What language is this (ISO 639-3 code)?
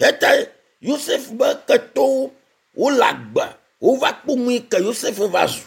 ewe